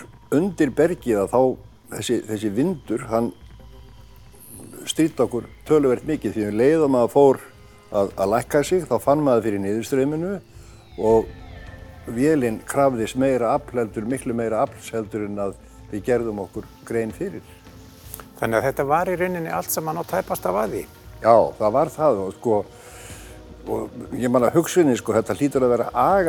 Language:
Icelandic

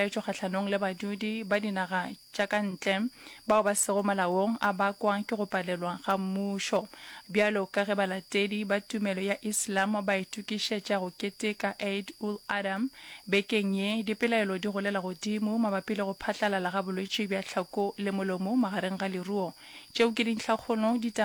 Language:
Northern Sotho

